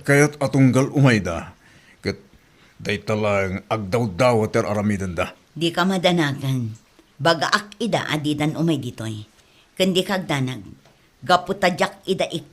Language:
Iloko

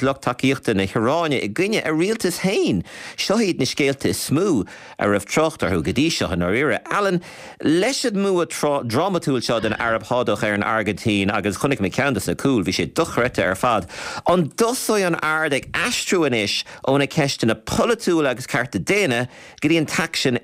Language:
Irish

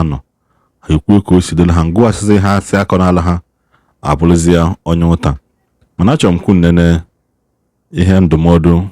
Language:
Igbo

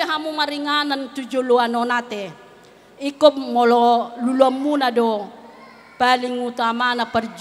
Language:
Batak Toba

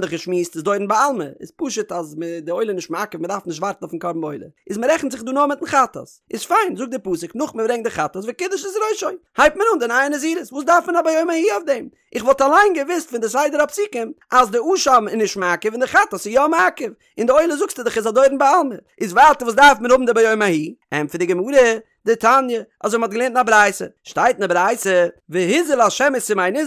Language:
Yiddish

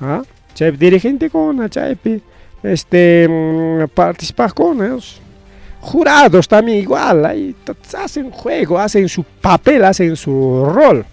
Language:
Ayacucho Quechua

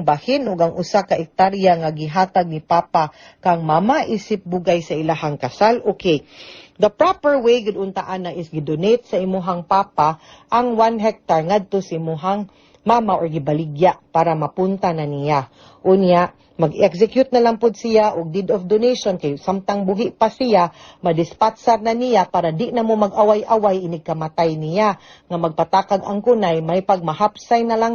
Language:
Cebuano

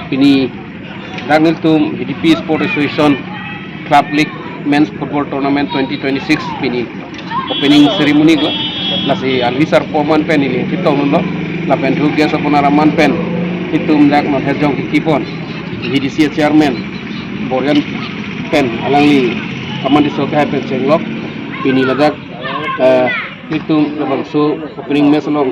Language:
Karbi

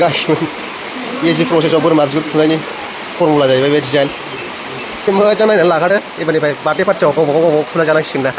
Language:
Bodo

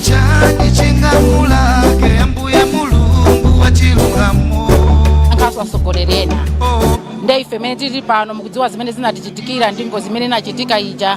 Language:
Nyanja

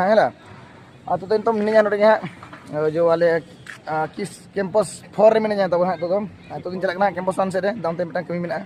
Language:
Santali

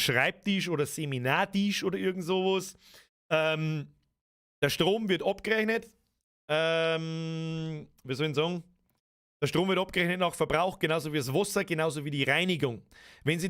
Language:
Bavarian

